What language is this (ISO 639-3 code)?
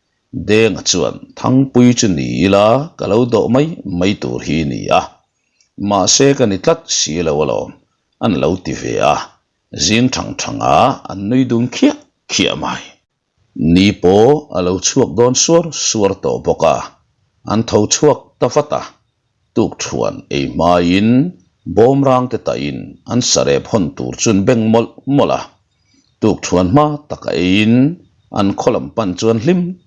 lus